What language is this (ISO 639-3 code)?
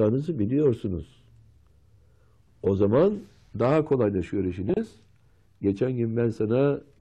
tur